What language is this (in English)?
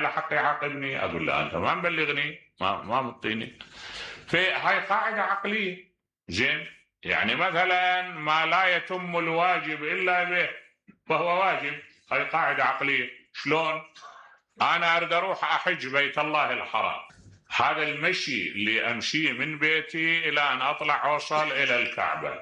Mesopotamian Arabic